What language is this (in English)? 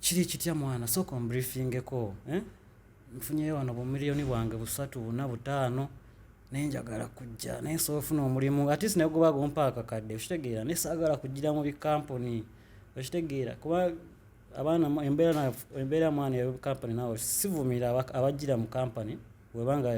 Ganda